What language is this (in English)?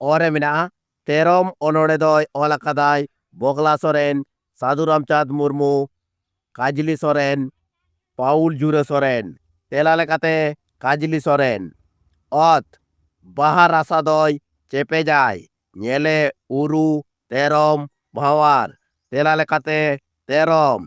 Santali